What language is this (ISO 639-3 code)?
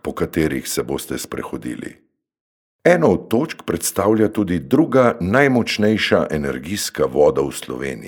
slv